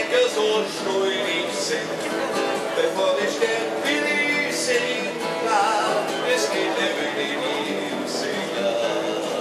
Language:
German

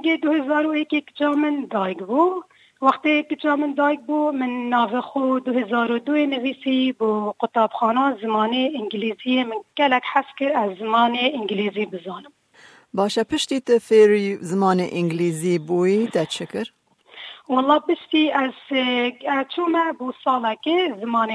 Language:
Kurdish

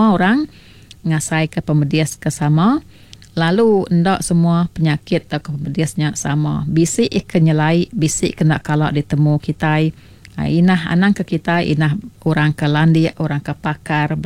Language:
Iban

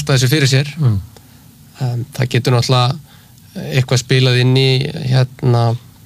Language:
Icelandic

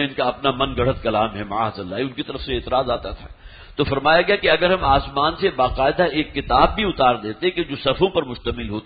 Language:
Urdu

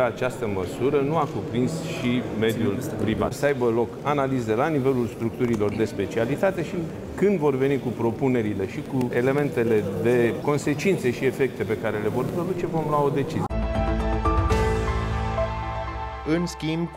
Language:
Romanian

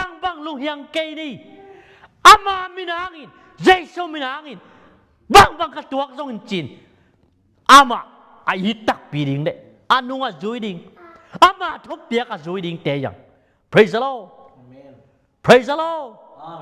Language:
Tedim Chin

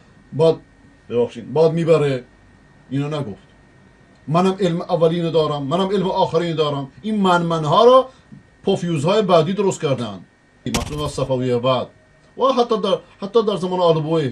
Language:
Persian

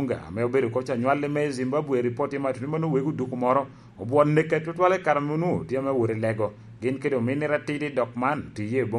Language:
Lango (Uganda)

